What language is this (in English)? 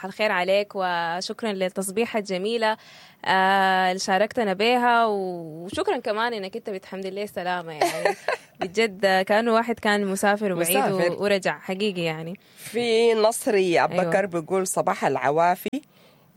Sudanese Arabic